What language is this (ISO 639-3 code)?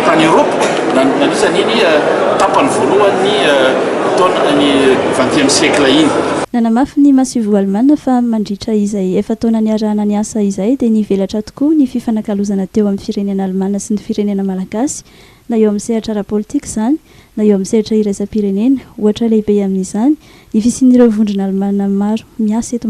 mlg